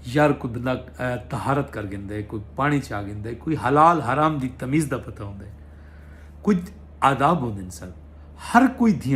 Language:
Saraiki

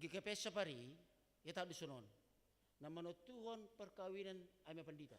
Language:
Batak Simalungun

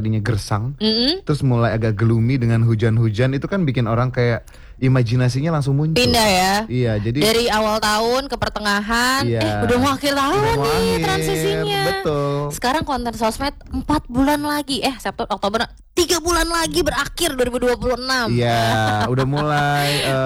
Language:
Indonesian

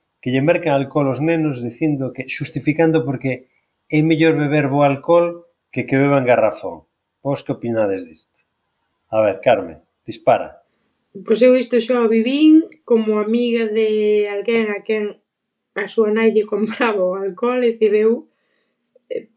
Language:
Galician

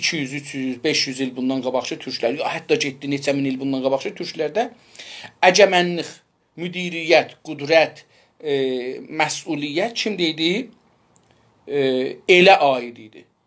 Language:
South Azerbaijani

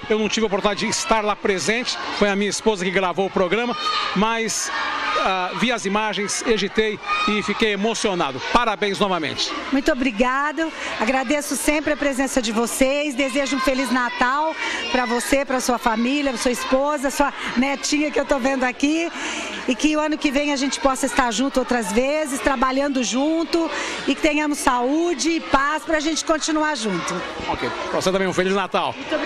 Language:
Portuguese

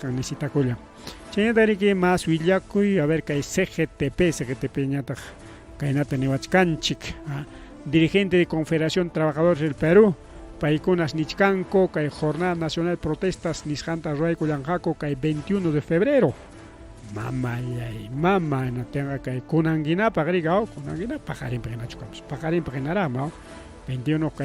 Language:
Ayacucho Quechua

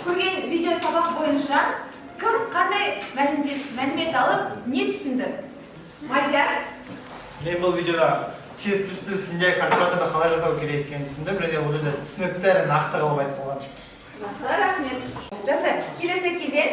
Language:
Kazakh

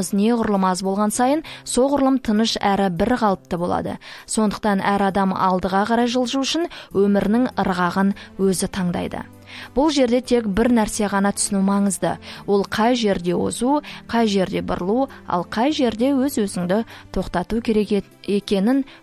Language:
Kazakh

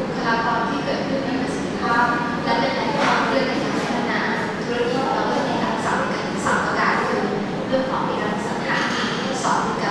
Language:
Thai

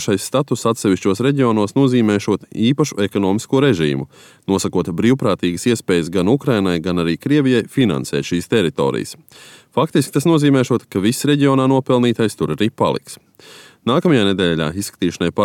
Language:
Latvian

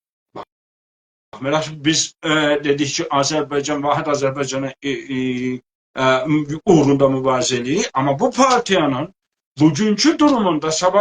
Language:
South Azerbaijani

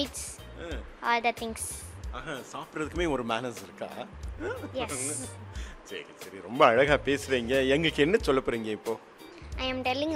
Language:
Tamil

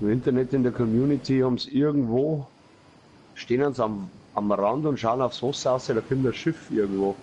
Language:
Bavarian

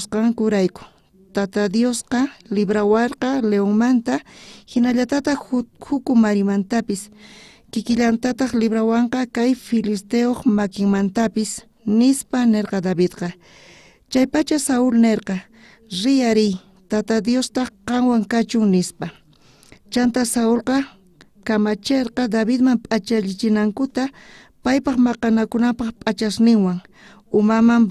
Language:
South Bolivian Quechua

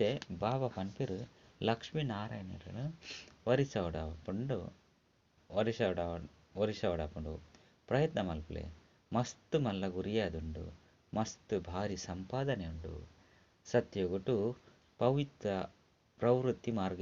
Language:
Tulu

